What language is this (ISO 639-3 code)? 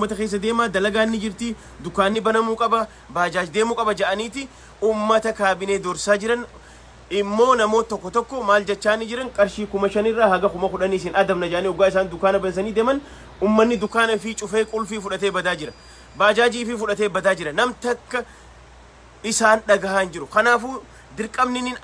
orm